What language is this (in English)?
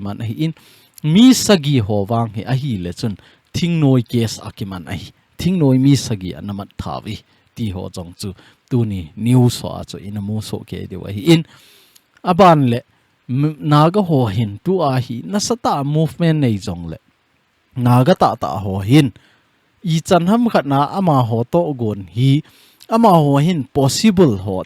Thado Chin